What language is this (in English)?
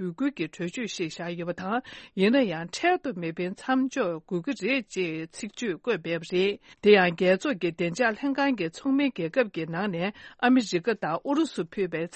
Tibetan